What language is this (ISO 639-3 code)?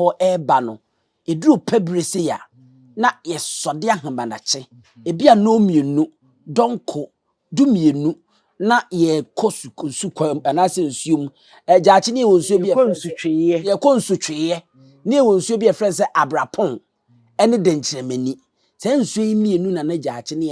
aka